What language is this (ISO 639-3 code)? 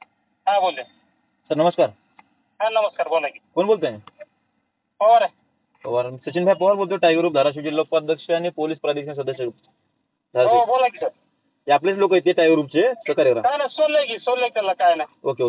mar